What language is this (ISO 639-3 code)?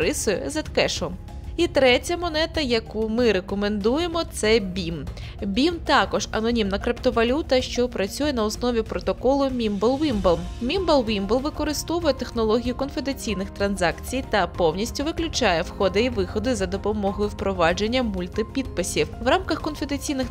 ukr